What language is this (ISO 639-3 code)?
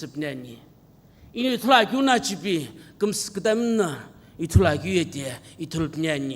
nsm